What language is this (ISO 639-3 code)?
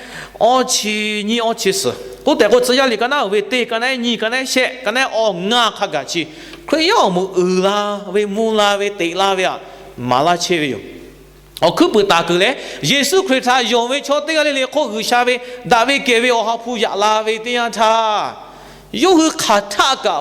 lhu